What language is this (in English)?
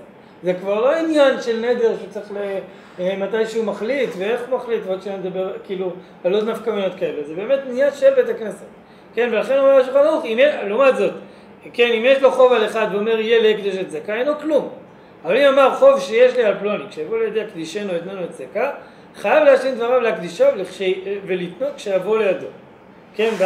Hebrew